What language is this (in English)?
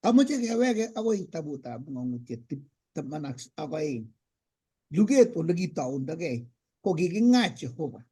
Kalenjin